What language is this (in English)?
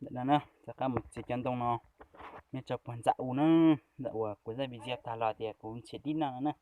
Hmong